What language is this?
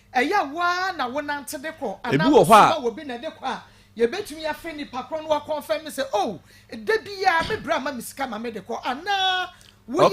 Akan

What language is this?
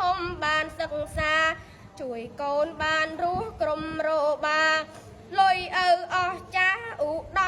Khmer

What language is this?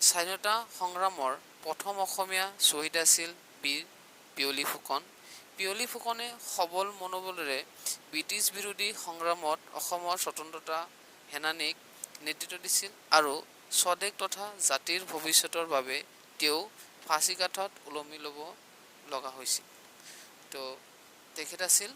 Assamese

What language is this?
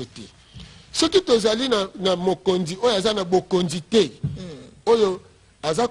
Lingala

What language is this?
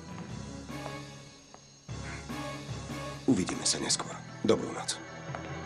Slovak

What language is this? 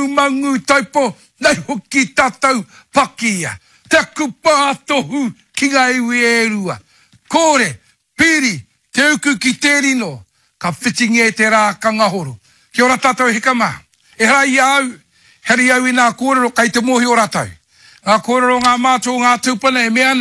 Māori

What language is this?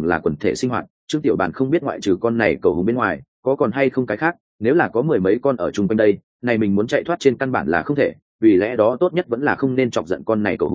Vietnamese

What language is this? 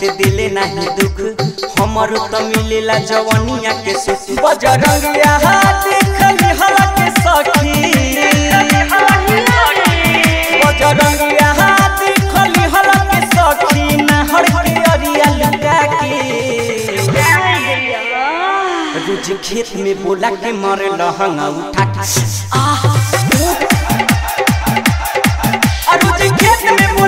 Bhojpuri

